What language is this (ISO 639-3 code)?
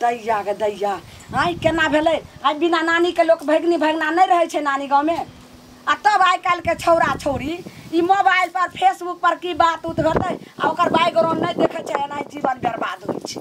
mai